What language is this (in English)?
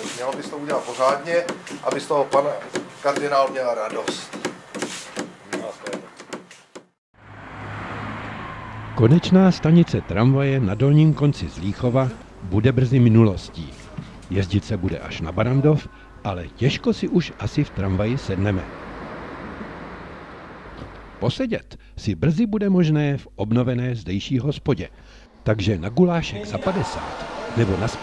Czech